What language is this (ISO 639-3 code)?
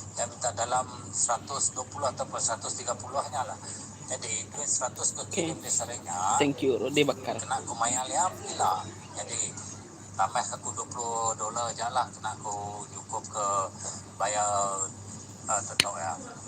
iba